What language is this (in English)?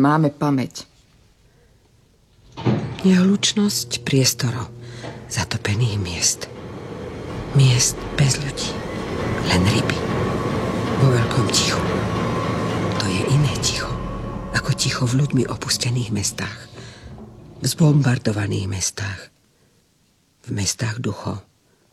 Slovak